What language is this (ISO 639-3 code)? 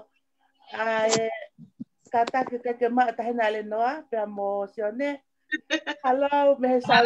ton